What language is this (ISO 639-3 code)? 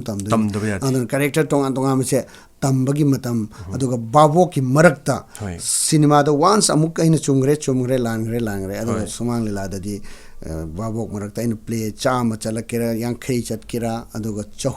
mni